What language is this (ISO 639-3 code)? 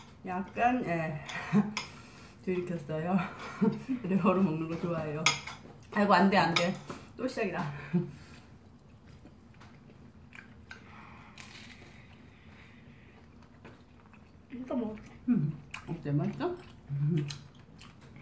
kor